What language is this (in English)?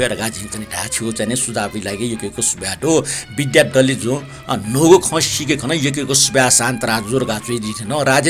Newari